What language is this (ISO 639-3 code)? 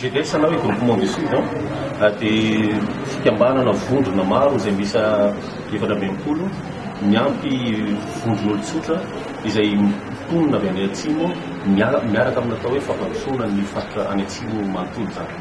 mlg